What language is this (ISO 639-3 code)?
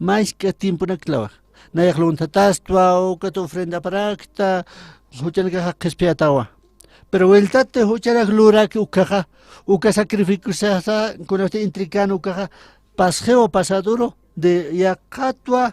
aym